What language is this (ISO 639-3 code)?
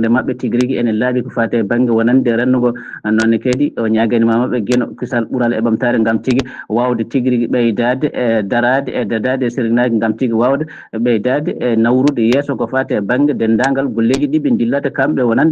ful